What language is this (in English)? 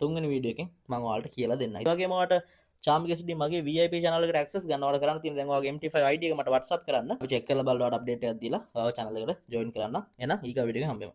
Sinhala